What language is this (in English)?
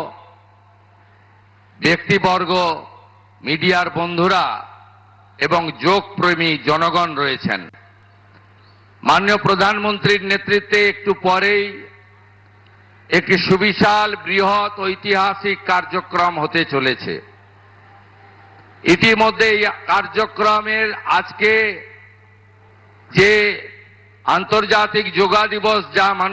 Bangla